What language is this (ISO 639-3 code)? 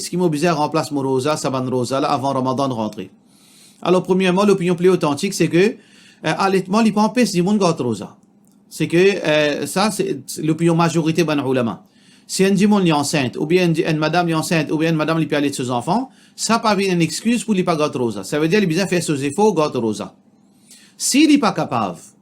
mfe